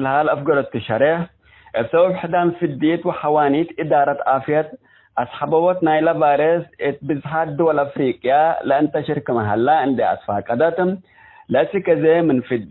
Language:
Tigre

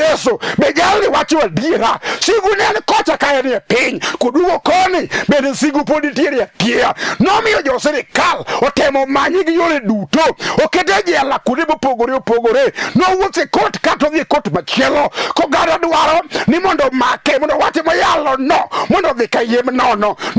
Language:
Luo (Kenya and Tanzania)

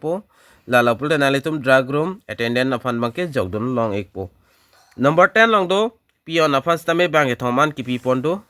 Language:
Karbi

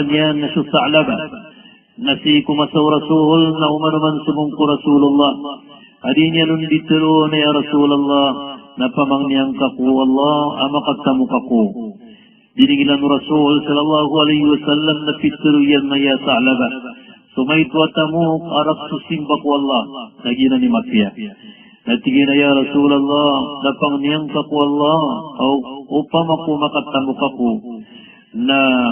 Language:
Maranao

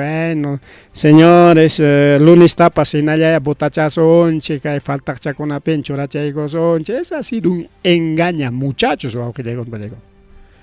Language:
Ayacucho Quechua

